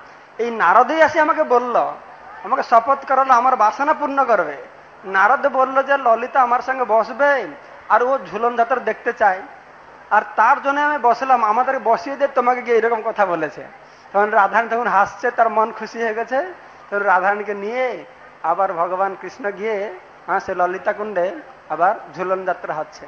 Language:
Bangla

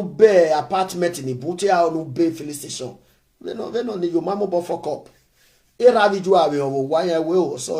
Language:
Nigerian Pidgin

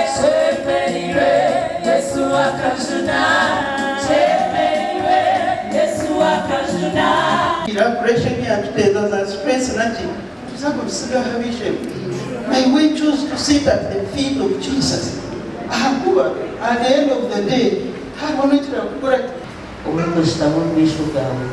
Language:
Nyankole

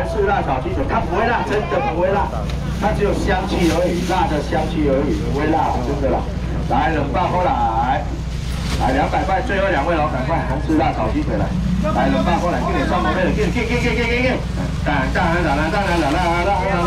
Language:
Chinese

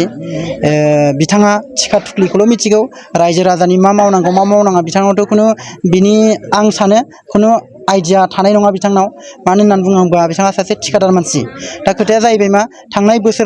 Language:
Bodo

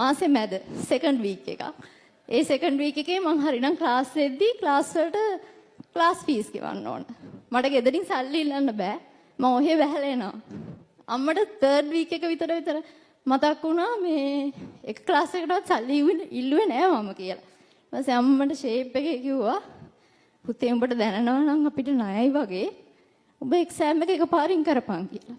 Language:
Sinhala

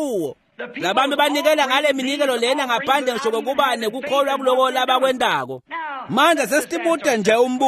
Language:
Swati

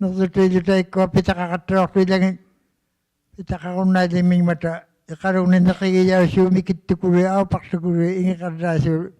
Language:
Inuktitut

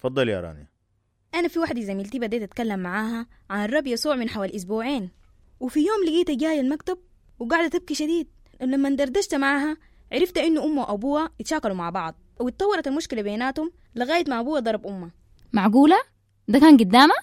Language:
Sudanese Arabic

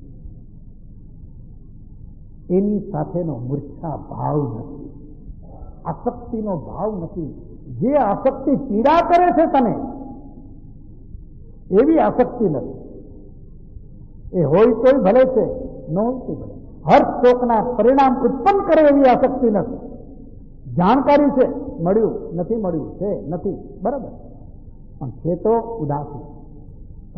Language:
Gujarati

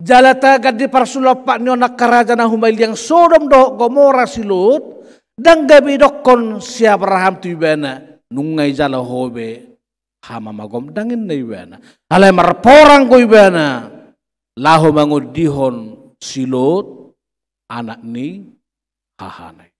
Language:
Batak Toba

